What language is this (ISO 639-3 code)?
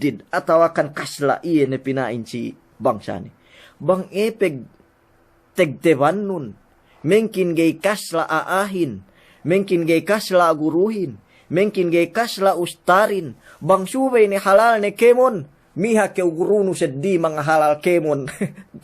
yka